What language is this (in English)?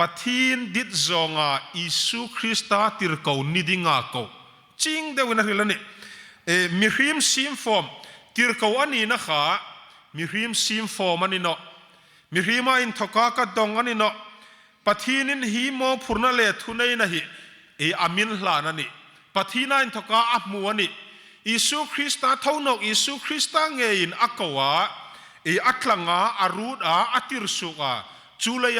Hmar